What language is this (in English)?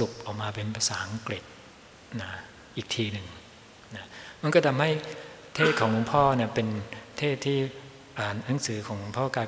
Thai